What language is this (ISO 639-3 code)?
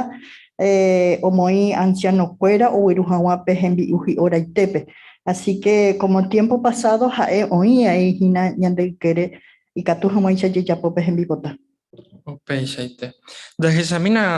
grn